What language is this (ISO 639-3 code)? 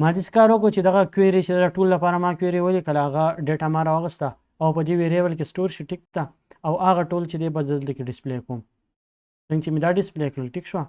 pus